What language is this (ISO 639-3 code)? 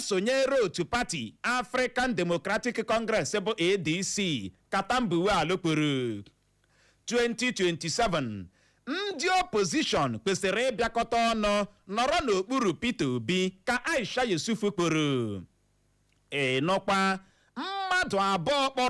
ibo